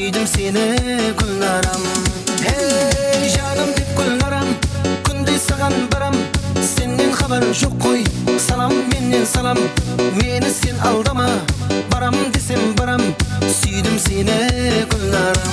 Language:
Kara-Kalpak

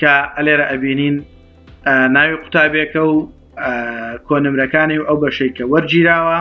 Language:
Central Kurdish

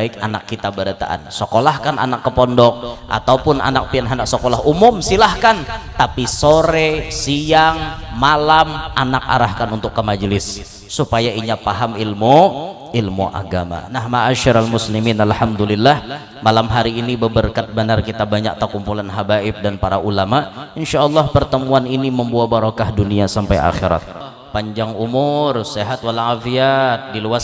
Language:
Banjar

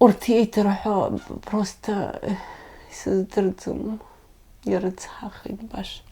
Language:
Abkhazian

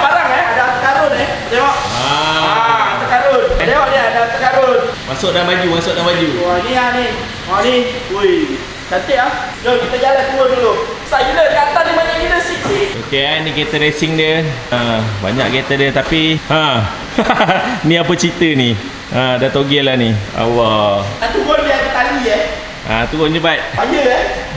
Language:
Malay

